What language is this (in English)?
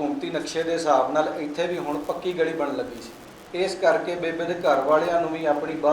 Western Panjabi